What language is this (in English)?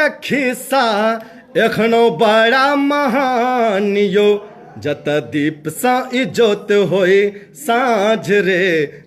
Maithili